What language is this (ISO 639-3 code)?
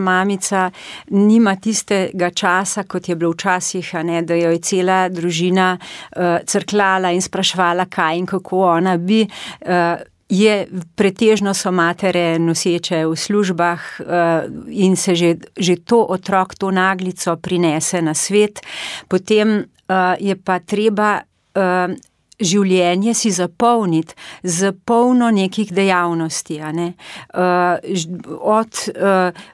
slv